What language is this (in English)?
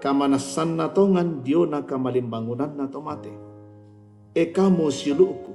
Toraja-Sa'dan